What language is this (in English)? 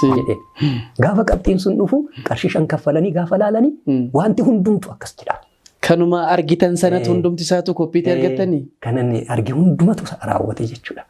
Oromo